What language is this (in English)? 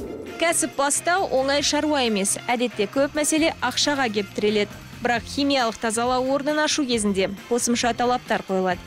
Kazakh